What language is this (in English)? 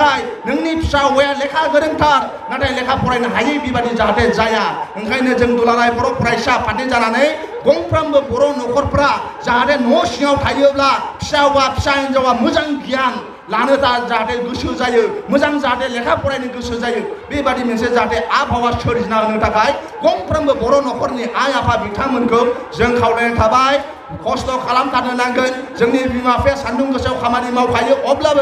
Bodo